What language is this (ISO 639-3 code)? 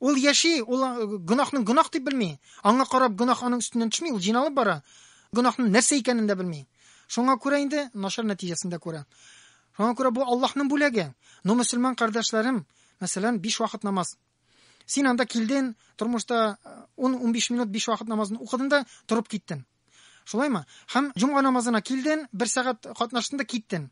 tat